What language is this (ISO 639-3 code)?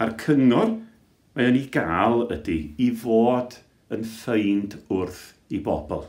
cym